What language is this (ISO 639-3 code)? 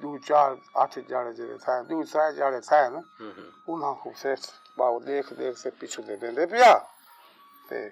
skr